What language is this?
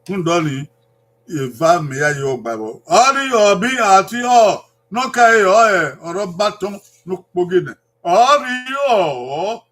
Bini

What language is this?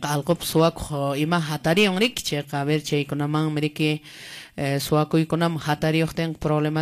Quechua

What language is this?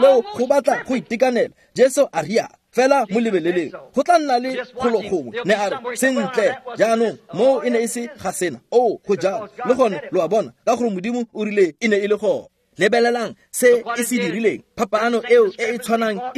Tswana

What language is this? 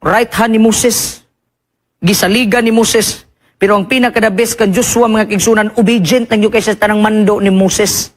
Cebuano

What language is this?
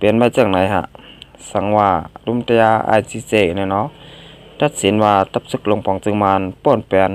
Shan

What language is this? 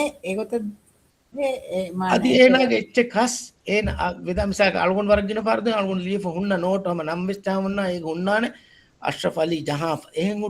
Divehi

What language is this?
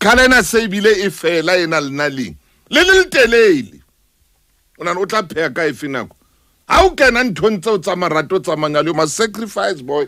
Southern Sotho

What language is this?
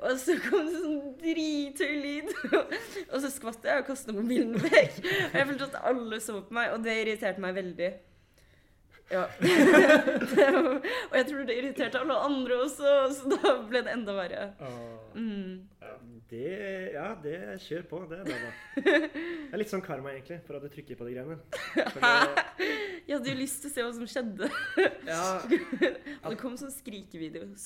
Norwegian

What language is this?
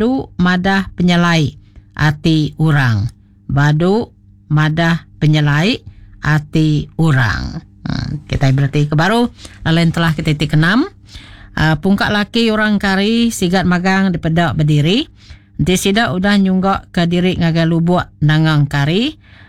Iban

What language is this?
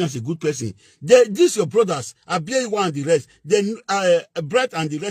Nigerian Pidgin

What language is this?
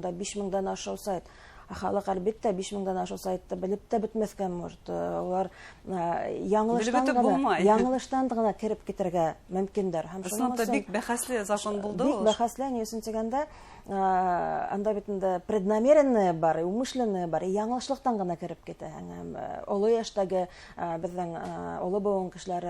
Bashkir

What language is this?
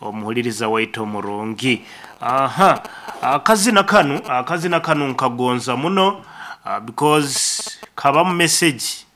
Nyankole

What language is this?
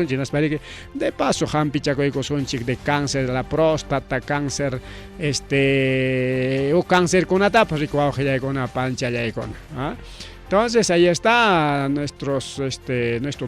Ayacucho Quechua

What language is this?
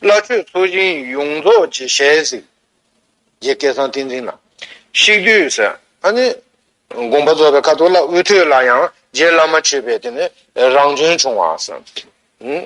Tibetan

